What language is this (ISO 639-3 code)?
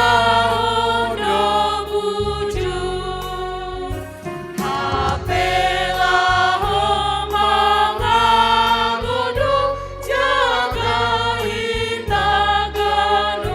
bts